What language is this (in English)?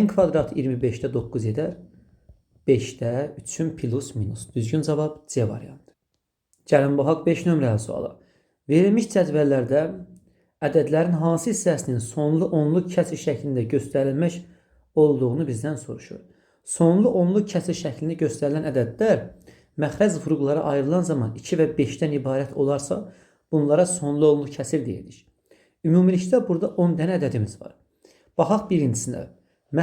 Azerbaijani